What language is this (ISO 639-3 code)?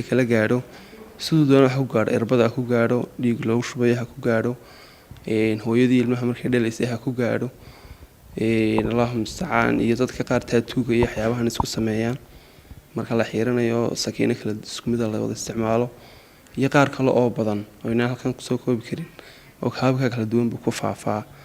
som